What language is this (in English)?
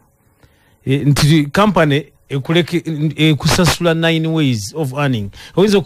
Ganda